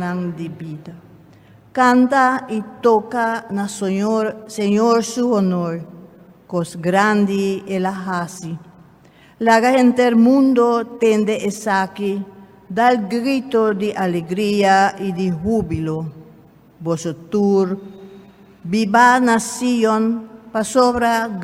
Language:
Papiamento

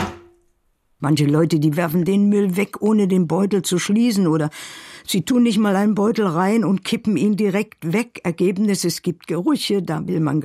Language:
German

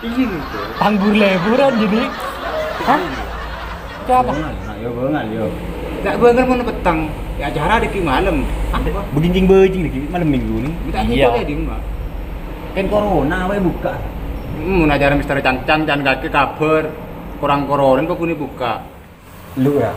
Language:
Madurese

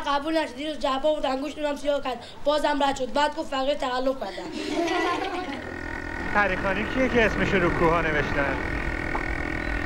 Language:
Persian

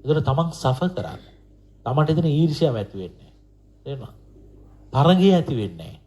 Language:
Sinhala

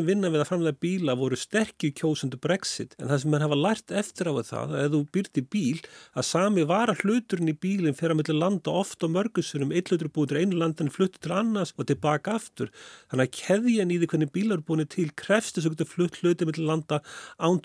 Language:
Icelandic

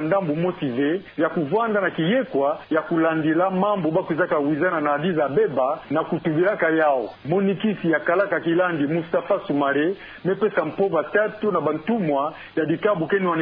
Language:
Kituba (Democratic Republic of Congo)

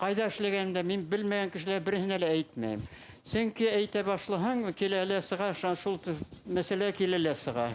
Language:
Bashkir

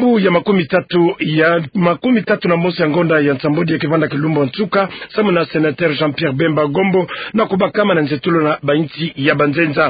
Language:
Kituba (Democratic Republic of Congo)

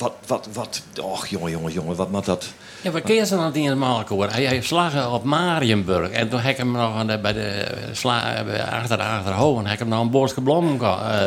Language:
Western Frisian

